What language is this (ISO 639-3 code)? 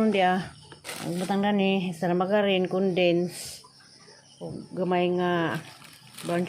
ceb